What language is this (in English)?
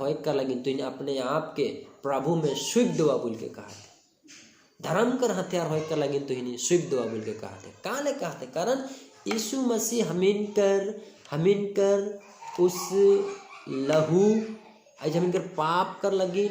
Sadri